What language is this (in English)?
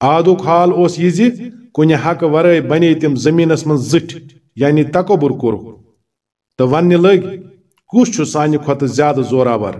Kashmiri